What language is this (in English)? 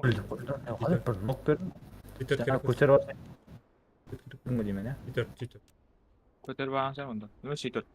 Kara-Kalpak